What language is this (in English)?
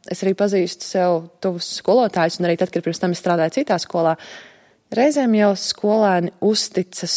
Latvian